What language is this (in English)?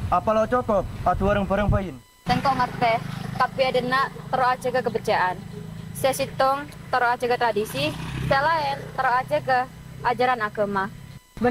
Madurese